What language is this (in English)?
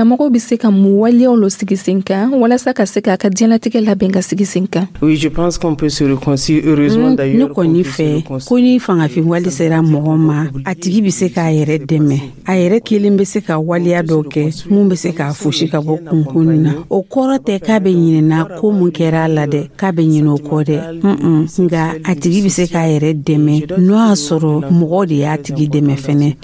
Dyula